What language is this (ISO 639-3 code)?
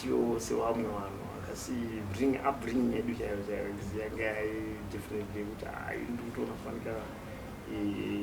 sna